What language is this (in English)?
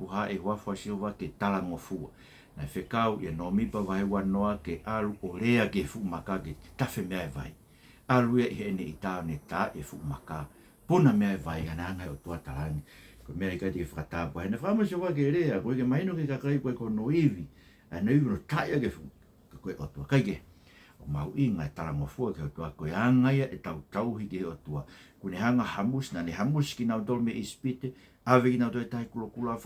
Tongan